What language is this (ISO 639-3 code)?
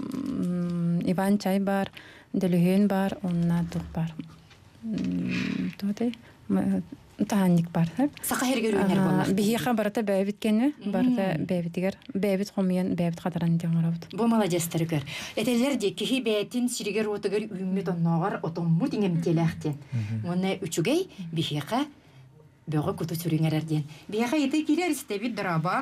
sah